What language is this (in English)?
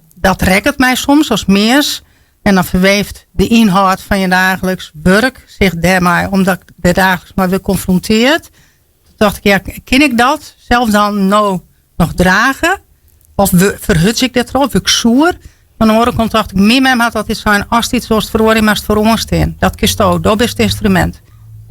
Western Frisian